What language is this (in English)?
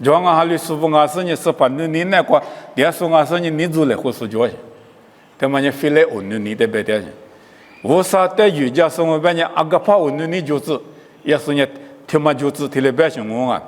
Lisu